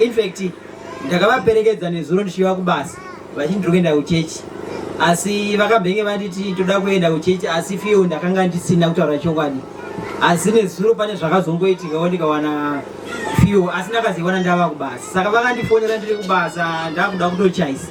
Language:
Shona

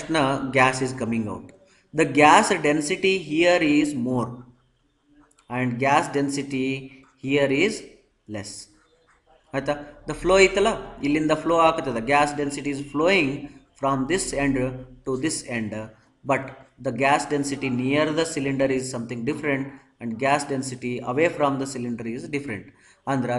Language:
Kannada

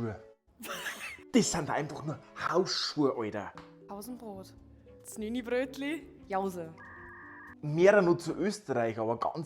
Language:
Bavarian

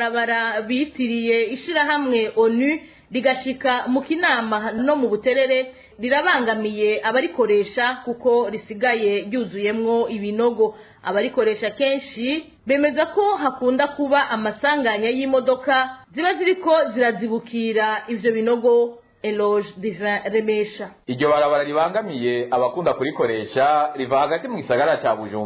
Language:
Rundi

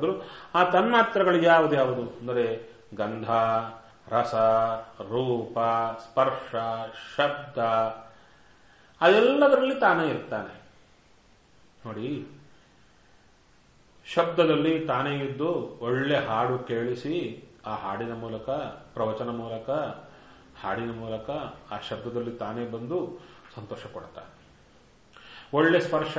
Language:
Kannada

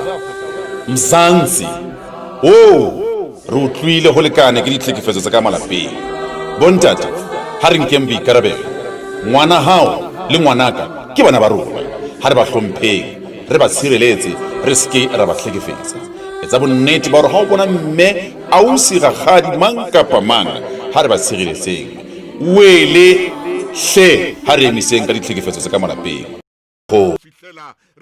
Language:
Southern Sotho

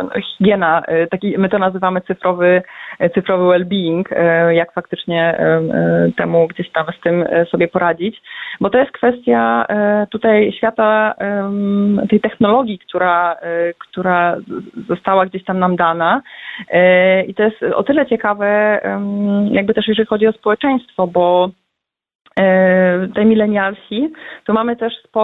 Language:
Polish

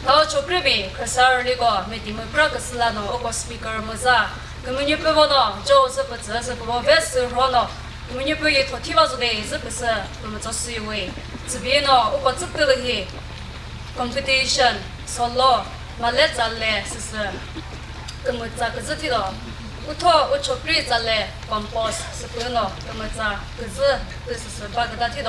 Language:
Chokri Naga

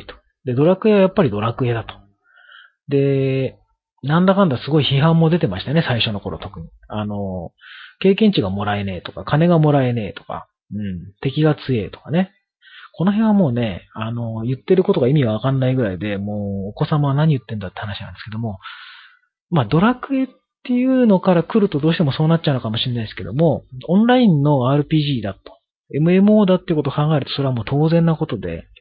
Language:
Japanese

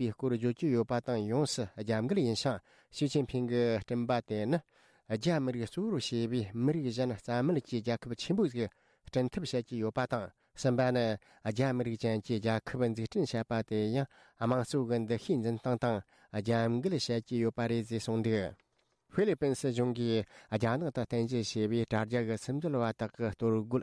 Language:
Tibetan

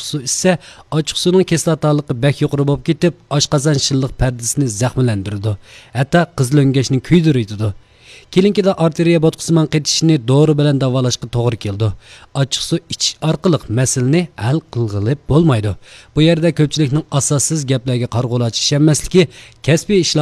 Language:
Uyghur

